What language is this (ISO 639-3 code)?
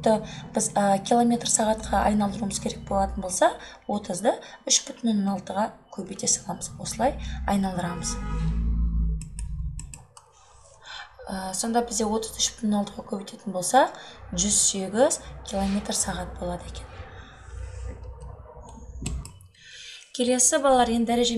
kaz